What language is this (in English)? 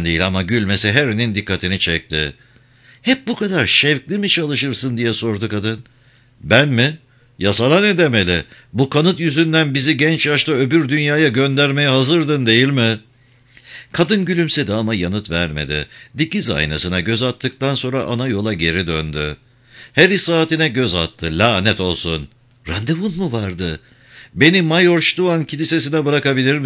Turkish